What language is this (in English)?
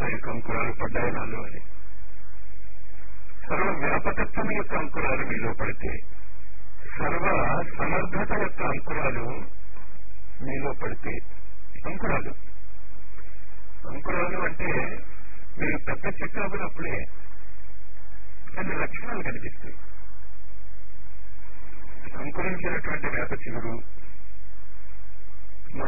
Telugu